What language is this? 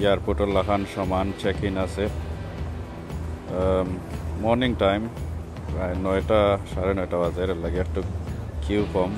Sylheti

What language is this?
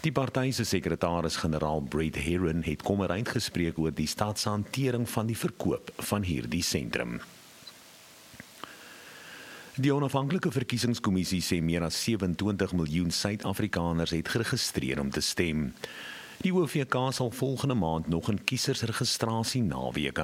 Afrikaans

